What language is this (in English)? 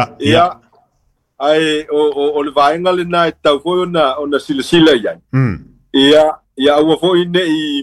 Samoan